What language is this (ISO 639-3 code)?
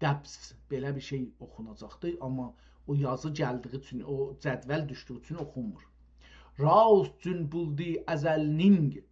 azb